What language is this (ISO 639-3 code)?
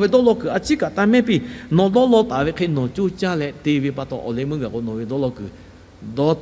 lhu